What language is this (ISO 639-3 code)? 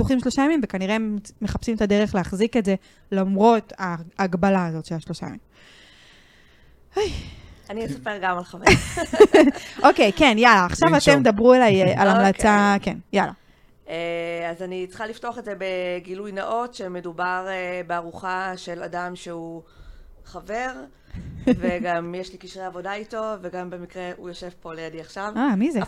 heb